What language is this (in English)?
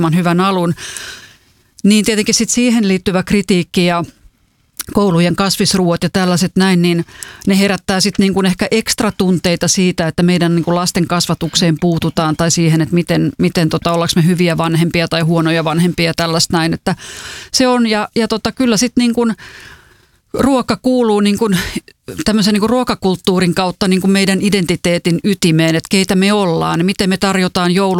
Finnish